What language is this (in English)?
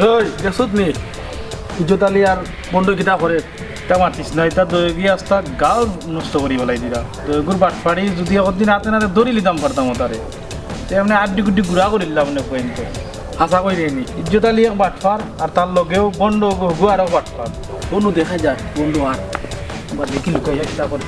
Sylheti